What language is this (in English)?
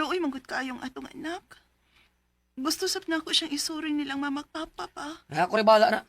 Cebuano